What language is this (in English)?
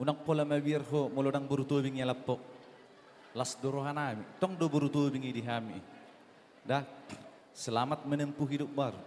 Batak Toba